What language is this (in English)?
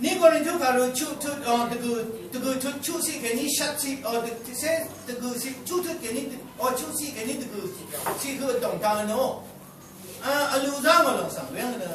Rawang